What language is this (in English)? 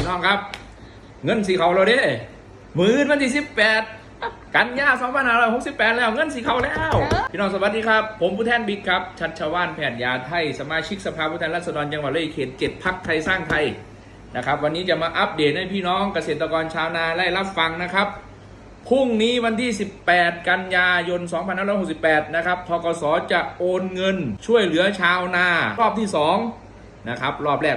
Northeastern Thai